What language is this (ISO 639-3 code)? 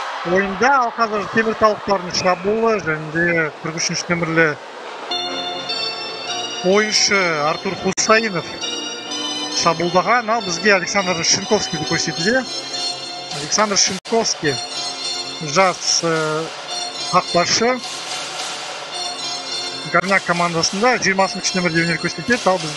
kaz